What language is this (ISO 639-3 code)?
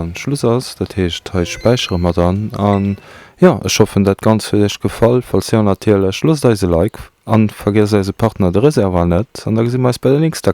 ltz